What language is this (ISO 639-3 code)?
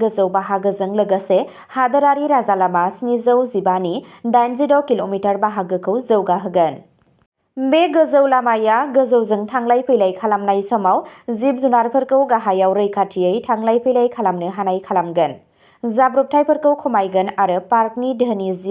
brx